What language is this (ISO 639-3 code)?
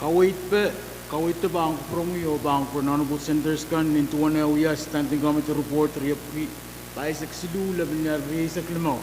pon